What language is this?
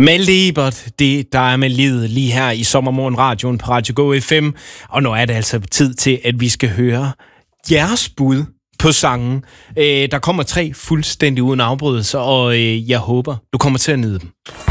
Danish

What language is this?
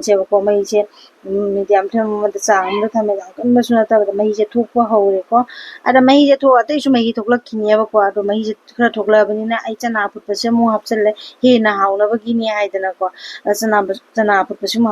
Manipuri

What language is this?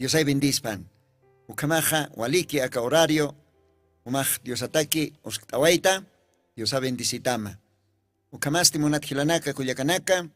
Aymara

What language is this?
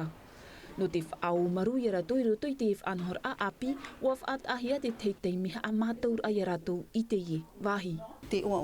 Tahitian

